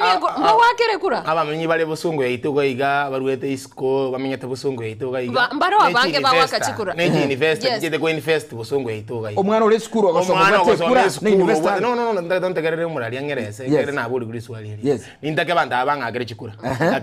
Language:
Gusii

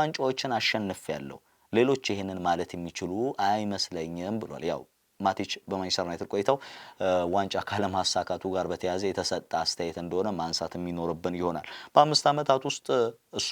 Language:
Amharic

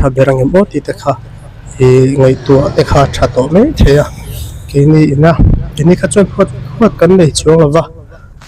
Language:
Mizo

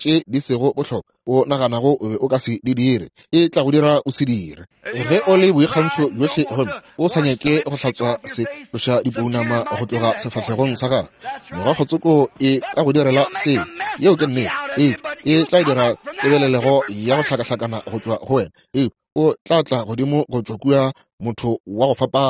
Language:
Northern Sotho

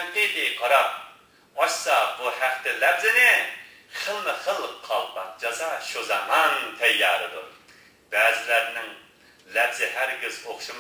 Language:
Uyghur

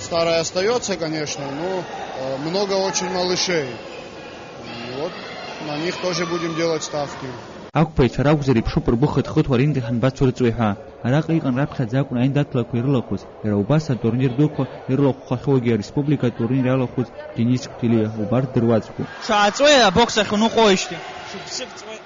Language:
Abkhazian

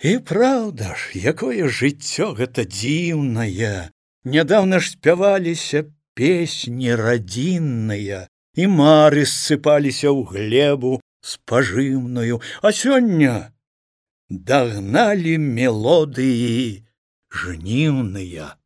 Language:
Belarusian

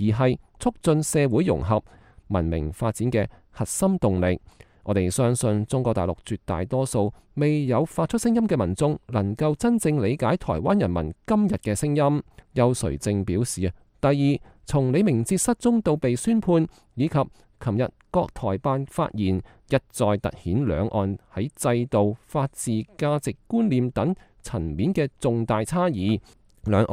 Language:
Cantonese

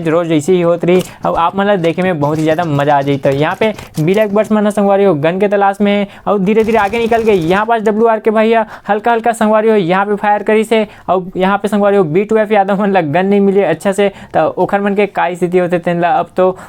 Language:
Chhattisgarhi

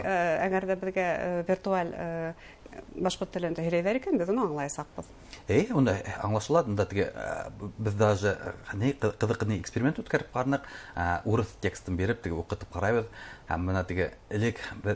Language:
Bashkir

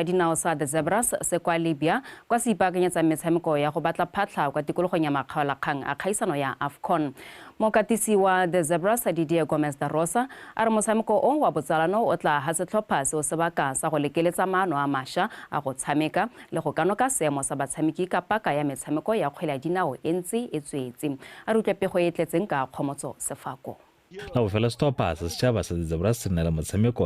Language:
Tswana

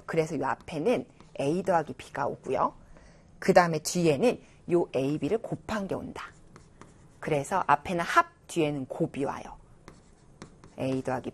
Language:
Korean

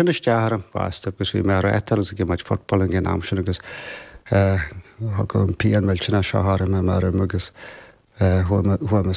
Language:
Irish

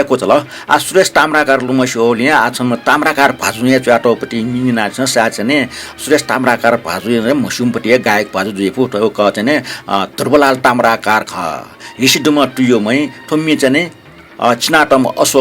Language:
Newari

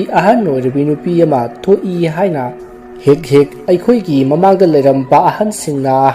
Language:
Manipuri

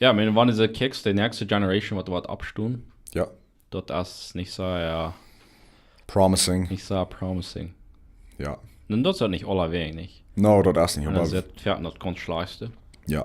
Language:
Plautdietsch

